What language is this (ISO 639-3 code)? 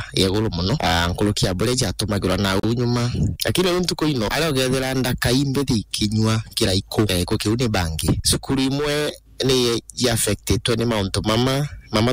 mer